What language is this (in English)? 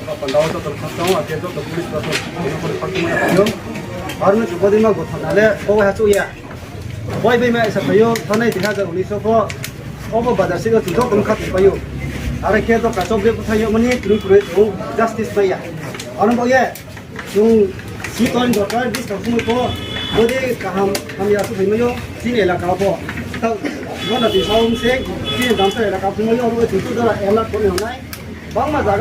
Riang (India)